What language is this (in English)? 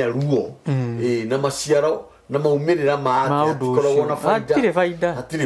Kikuyu